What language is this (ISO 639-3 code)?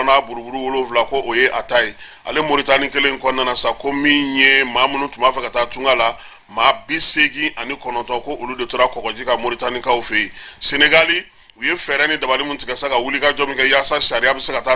bam